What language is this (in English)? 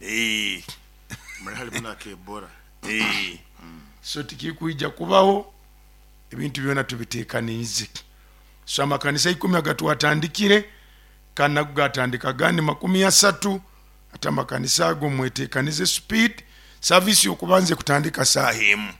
Nyoro